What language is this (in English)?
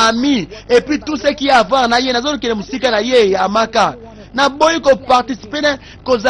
Lingala